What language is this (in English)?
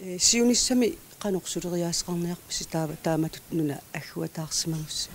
Kalaallisut